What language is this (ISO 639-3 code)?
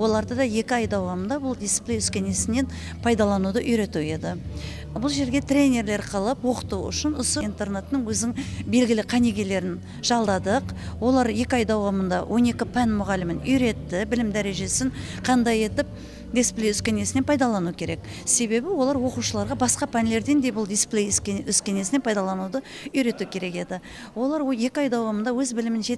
kaa